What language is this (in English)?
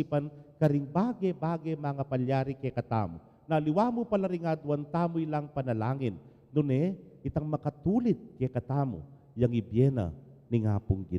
Pampanga